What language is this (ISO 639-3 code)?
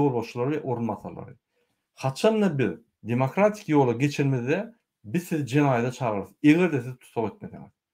tuk